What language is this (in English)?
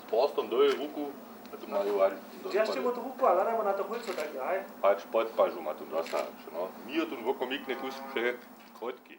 Upper Sorbian